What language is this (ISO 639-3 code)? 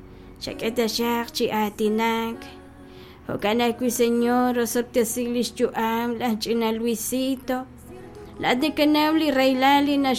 kek